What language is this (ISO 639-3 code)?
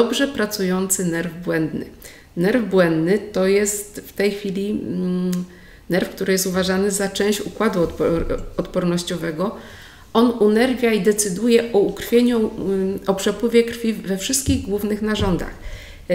pol